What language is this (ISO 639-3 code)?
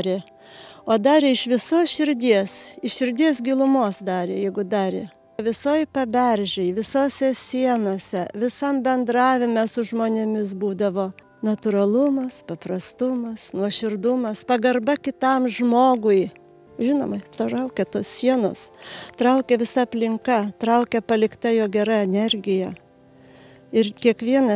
lit